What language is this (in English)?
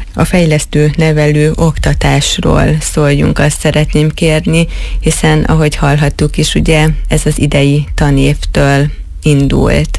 Hungarian